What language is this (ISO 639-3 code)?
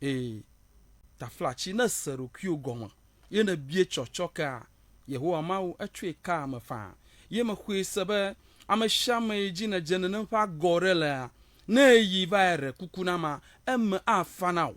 ewe